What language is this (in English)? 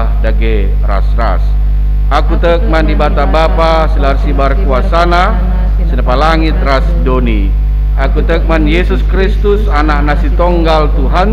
Batak Karo